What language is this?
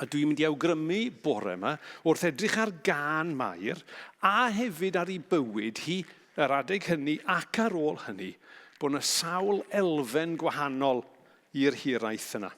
Welsh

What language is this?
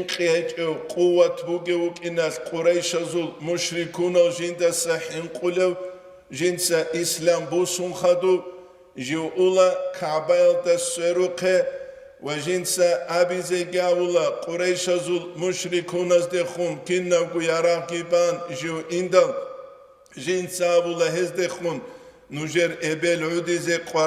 Avaric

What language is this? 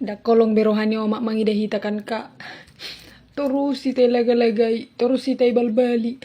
Batak Toba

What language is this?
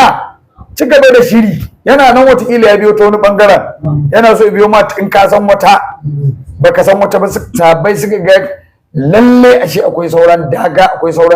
Hausa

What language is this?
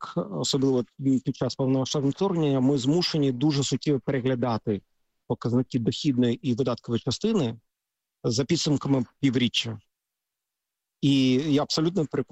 Ukrainian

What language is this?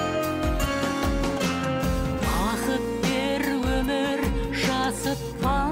Kazakh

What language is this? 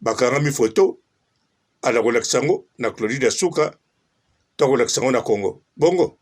Lingala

